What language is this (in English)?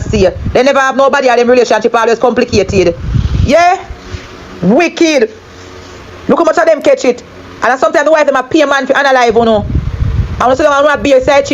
Jamaican Creole English